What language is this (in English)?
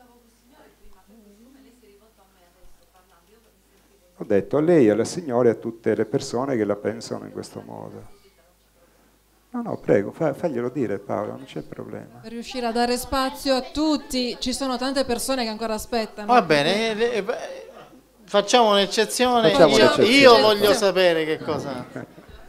Italian